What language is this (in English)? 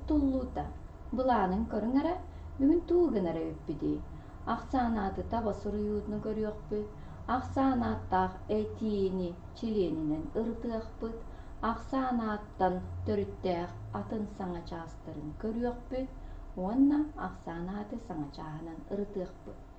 Yakut